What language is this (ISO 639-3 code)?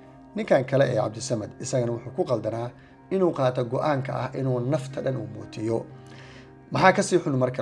som